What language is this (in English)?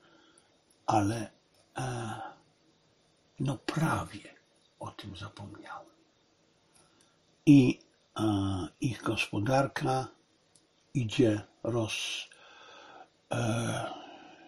Polish